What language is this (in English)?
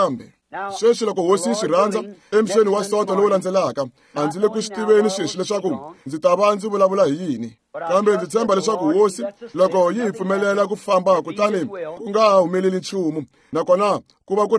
Tsonga